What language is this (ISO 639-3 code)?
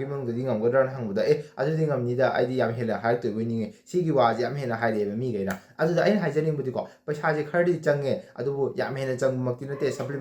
mni